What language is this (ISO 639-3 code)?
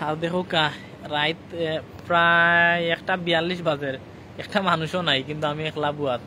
syl